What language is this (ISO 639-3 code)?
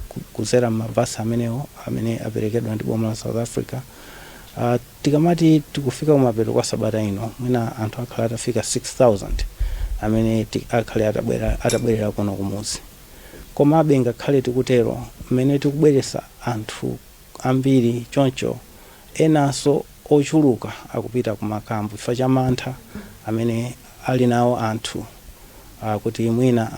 nya